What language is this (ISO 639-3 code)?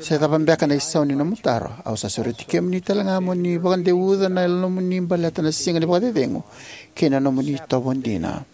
fij